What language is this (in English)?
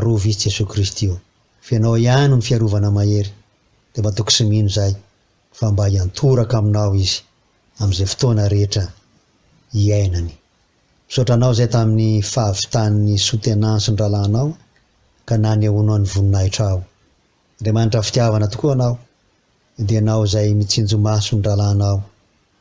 Malagasy